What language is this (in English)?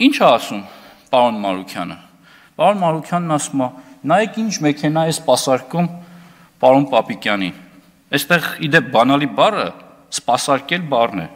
Armenian